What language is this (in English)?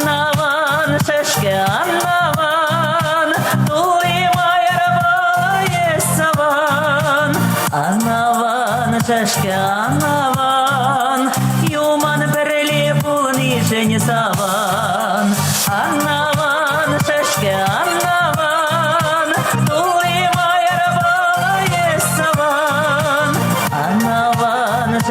Chuvash